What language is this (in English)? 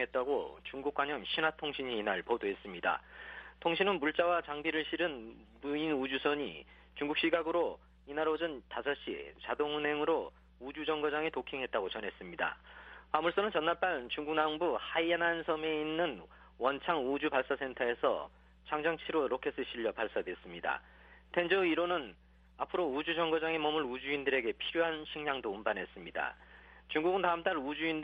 Korean